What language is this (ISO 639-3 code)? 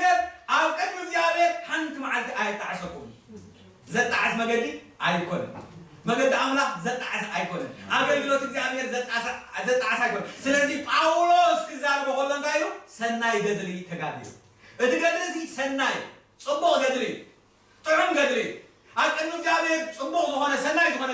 tir